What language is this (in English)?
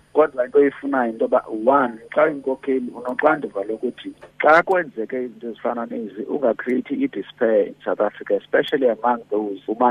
Xhosa